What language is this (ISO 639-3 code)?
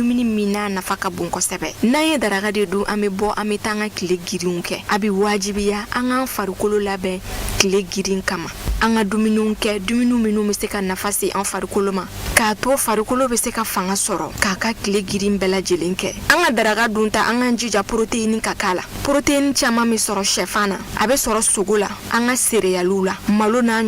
bam